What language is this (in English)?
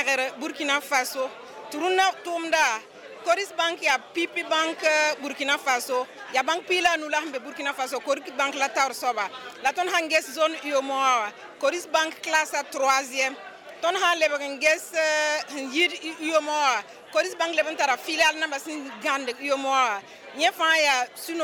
Mossi